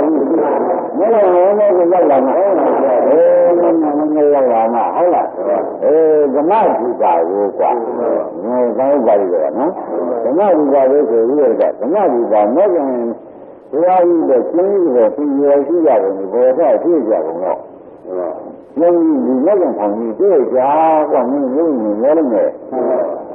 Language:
Burmese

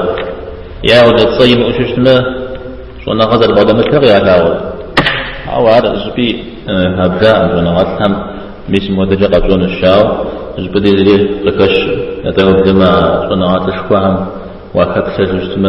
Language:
Kabardian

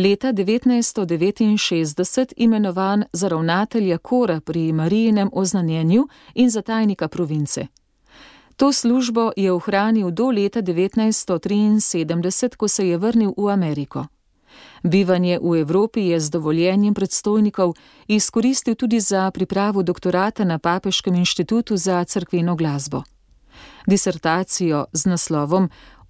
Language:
Slovenian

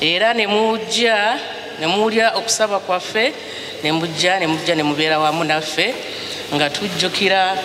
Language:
Ganda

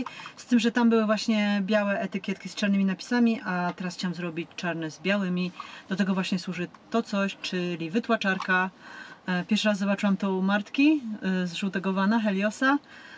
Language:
Polish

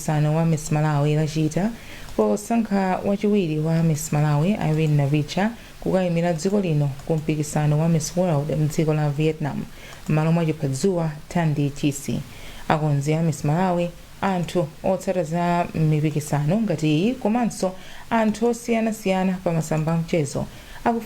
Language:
Nyanja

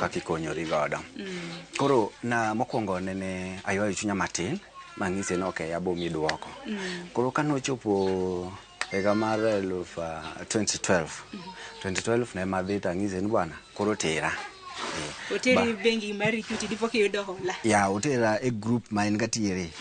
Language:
Luo (Kenya and Tanzania)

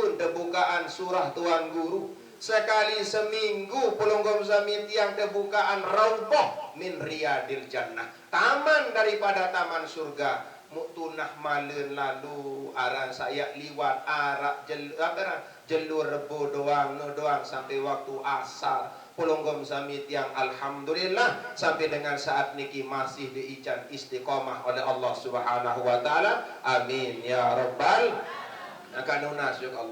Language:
Sasak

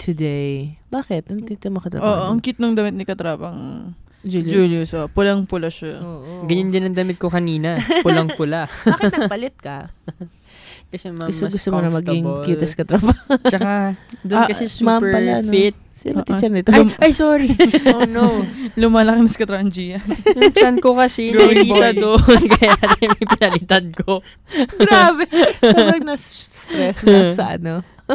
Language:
Filipino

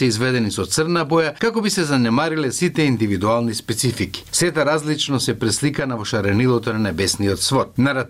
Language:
Macedonian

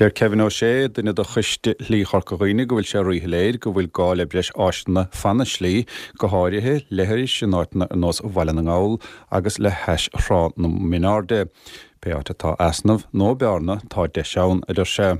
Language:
Irish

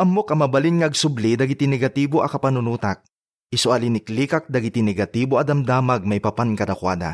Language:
Iloko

